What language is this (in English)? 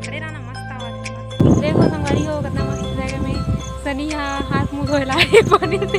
Chhattisgarhi